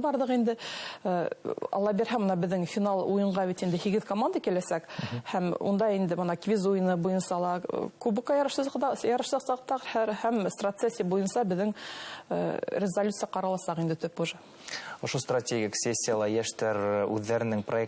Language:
Bashkir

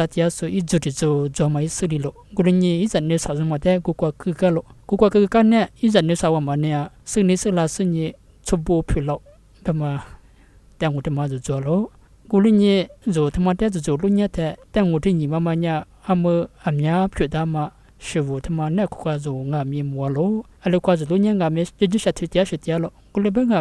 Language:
Lisu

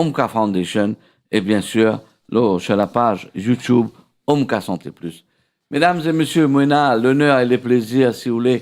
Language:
Morisyen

